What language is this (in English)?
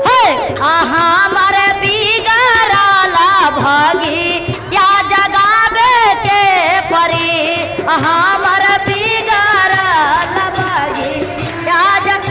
Magahi